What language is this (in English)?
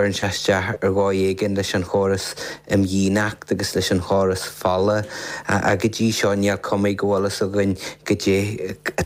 Irish